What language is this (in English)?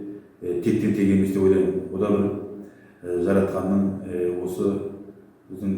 Kazakh